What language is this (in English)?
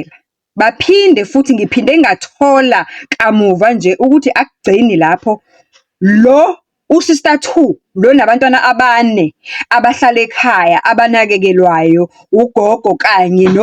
Zulu